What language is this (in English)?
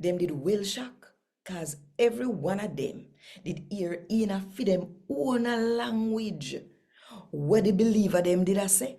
Jamaican Creole English